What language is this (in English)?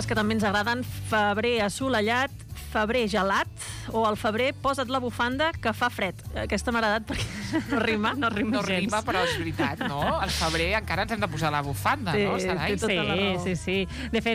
Catalan